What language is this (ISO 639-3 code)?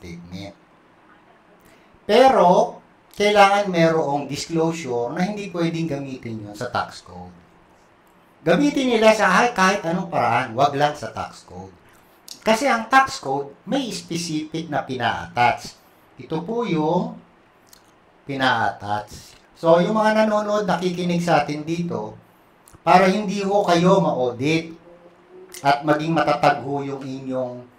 fil